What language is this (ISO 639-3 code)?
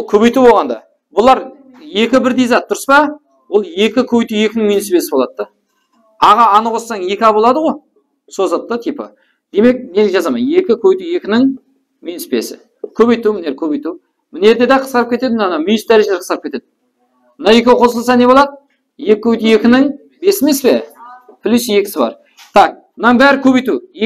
kaa